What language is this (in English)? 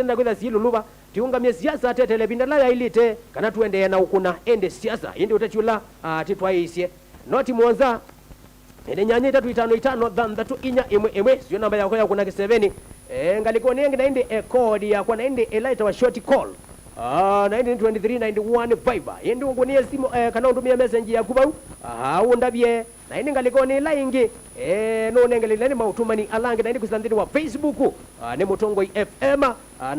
Kamba